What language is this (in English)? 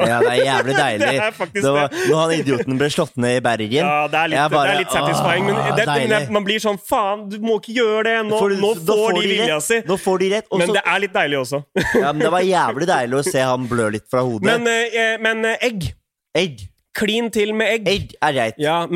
Norwegian